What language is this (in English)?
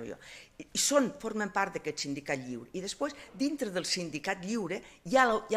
Catalan